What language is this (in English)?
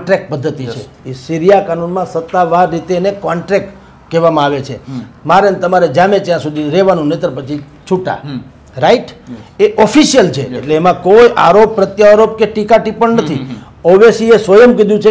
Gujarati